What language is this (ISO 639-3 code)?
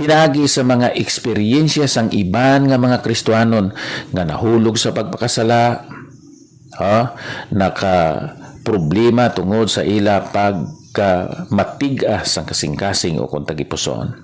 hil